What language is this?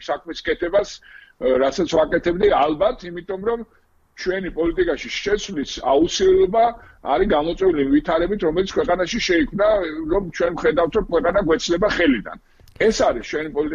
Georgian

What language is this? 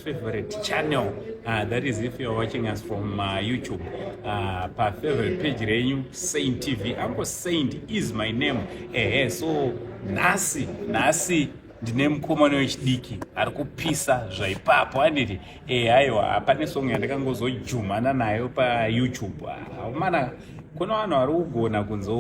Shona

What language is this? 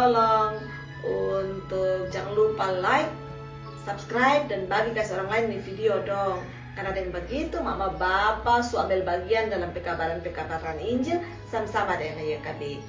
Kupang Malay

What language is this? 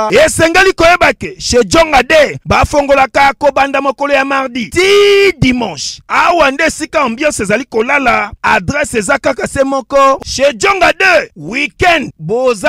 Lingala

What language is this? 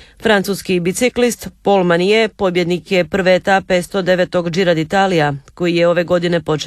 Croatian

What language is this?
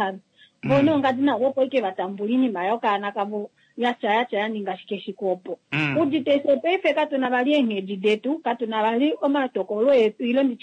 Kuanyama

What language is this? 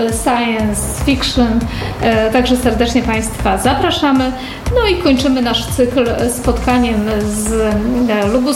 Polish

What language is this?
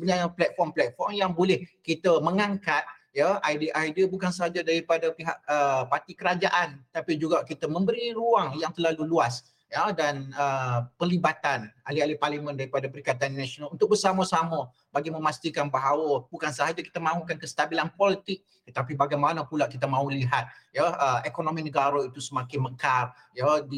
Malay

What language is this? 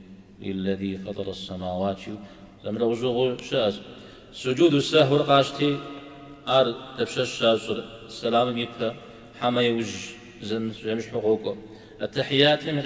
Kabardian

